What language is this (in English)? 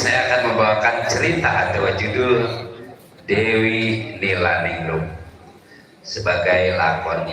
Betawi